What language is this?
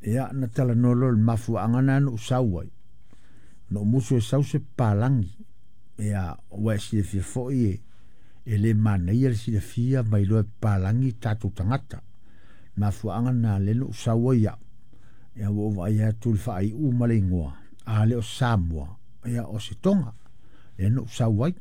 Samoan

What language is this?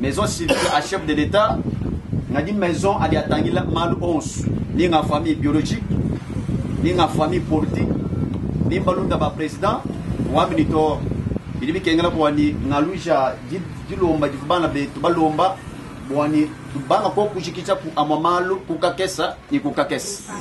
Luba-Lulua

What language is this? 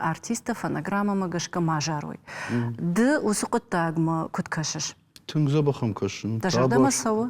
Ossetic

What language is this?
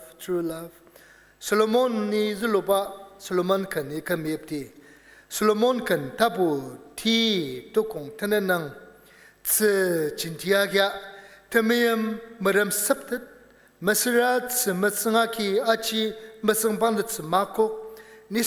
Ao Naga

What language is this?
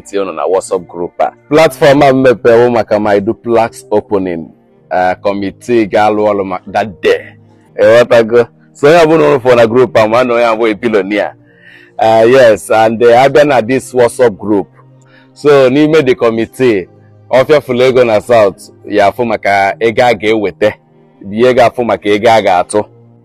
Igbo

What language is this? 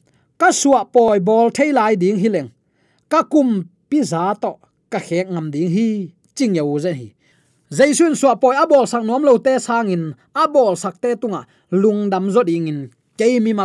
Tedim Chin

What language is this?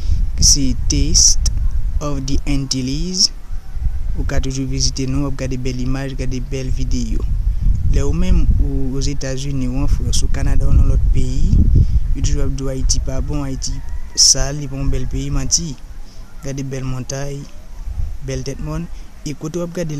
Haitian Creole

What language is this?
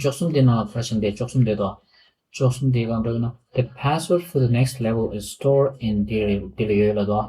Tibetan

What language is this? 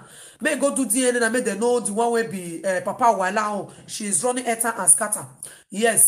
Nigerian Pidgin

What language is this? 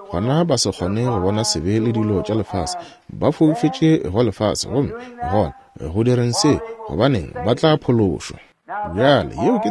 Northern Sotho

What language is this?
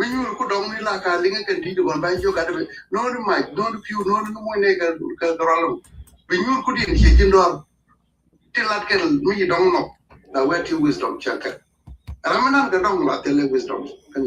Nuer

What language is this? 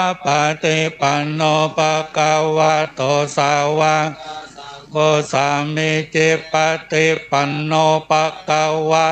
Pali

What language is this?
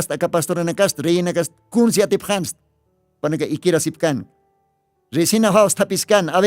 Aymara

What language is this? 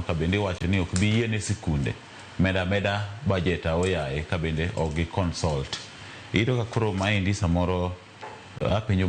Luo (Kenya and Tanzania)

